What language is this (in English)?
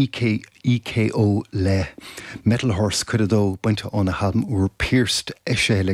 Irish